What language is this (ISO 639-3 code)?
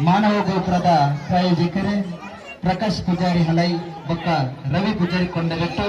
tcy